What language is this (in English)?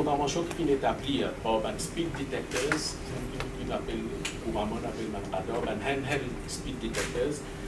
Morisyen